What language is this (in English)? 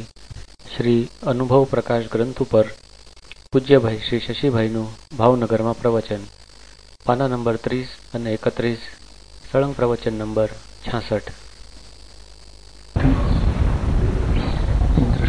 Gujarati